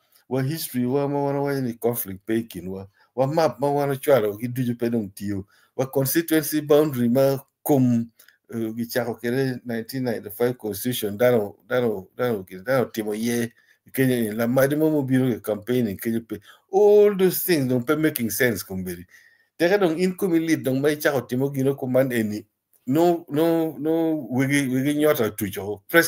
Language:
Acoli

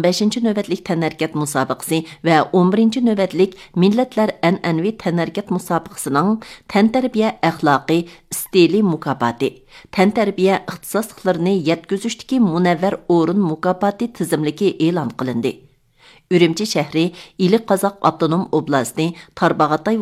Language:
Uyghur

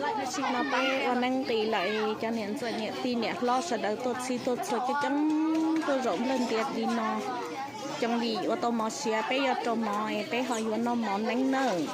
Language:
Hmong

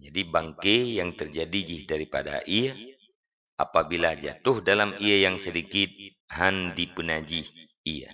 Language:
Achinese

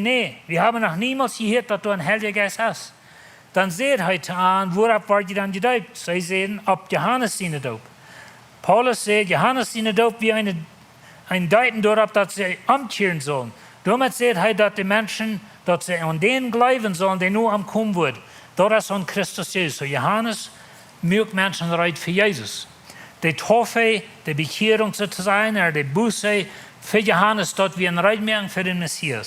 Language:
Plautdietsch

